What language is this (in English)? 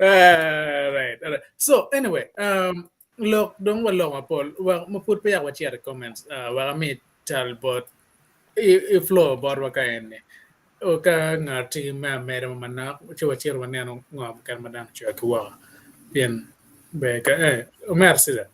Acoli